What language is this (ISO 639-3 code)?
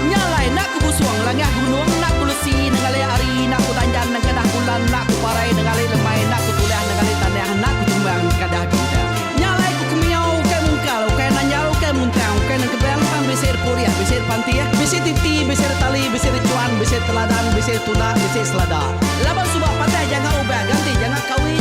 iba